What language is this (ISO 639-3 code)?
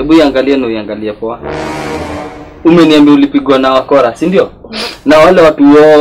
swa